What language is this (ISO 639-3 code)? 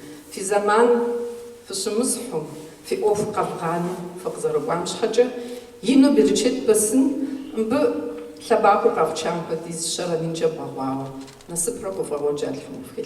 kbd